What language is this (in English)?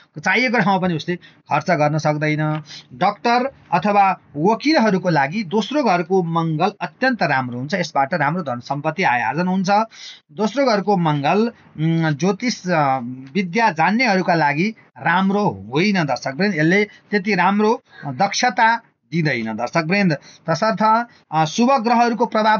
Nepali